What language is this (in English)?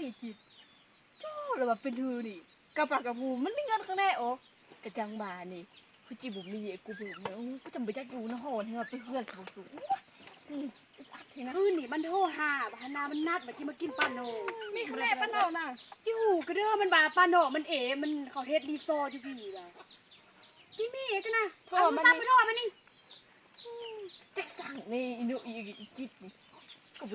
Lao